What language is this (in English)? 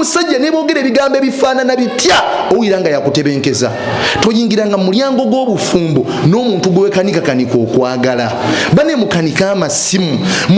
Ganda